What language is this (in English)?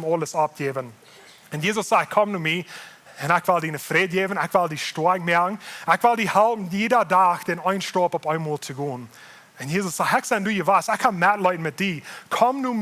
Plautdietsch